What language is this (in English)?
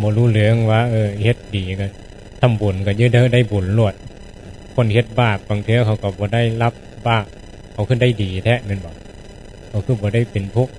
Northeastern Thai